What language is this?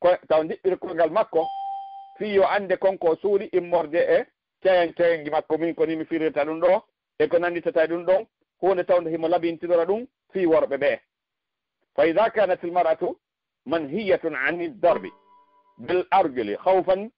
Fula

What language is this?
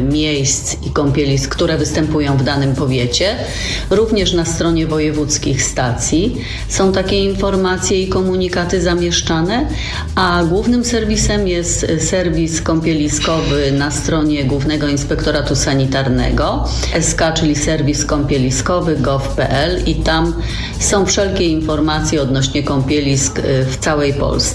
Polish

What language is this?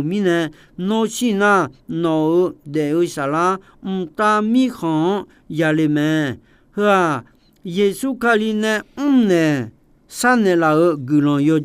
Akha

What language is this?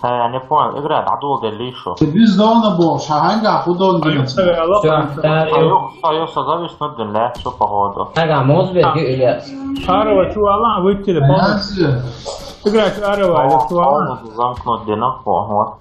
Chechen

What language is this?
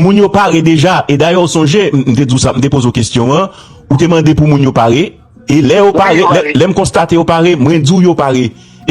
Haitian Creole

